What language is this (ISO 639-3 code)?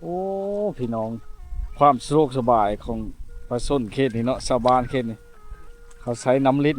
lao